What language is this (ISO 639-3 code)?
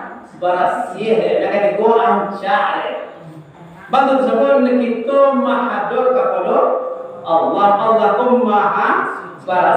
min